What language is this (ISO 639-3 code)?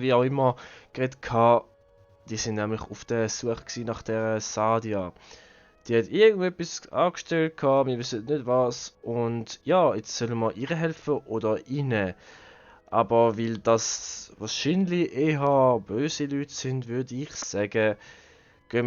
gsw